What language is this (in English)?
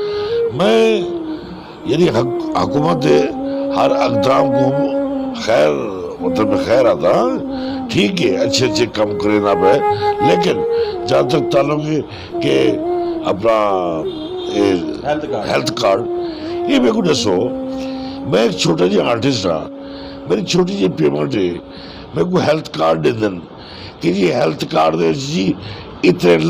Saraiki